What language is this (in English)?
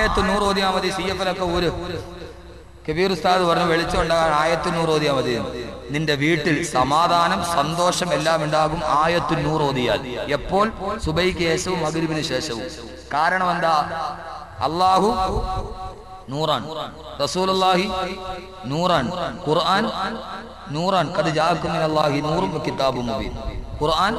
Malayalam